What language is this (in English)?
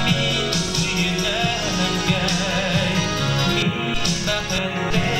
Bashkir